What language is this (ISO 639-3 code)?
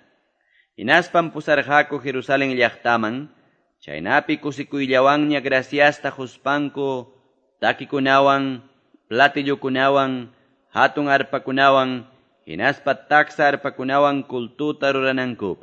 que